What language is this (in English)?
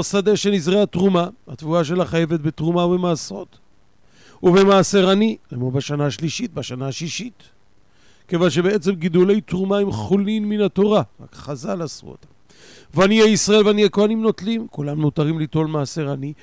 Hebrew